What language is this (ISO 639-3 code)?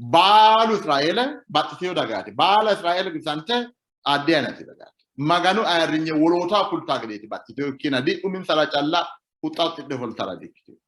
sid